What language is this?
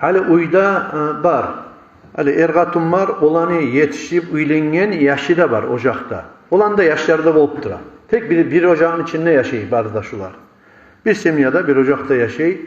Kumyk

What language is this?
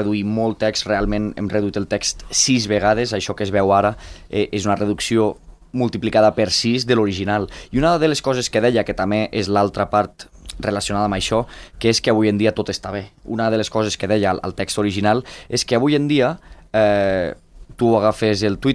Catalan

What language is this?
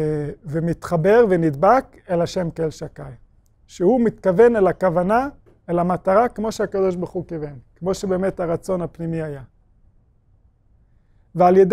Hebrew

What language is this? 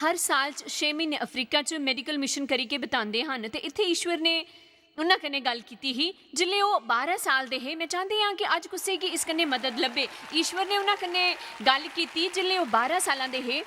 Dogri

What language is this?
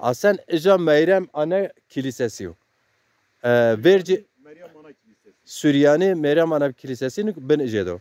Zaza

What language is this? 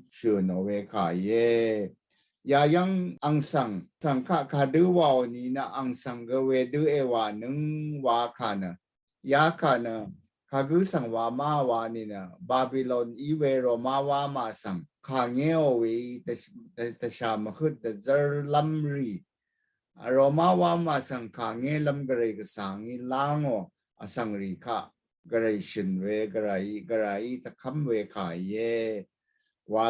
Rawang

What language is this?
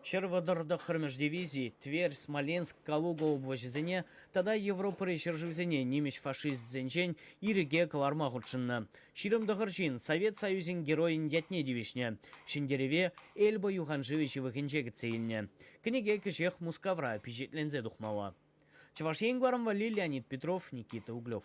Chuvash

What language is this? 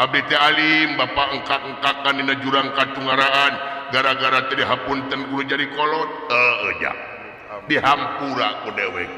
Sundanese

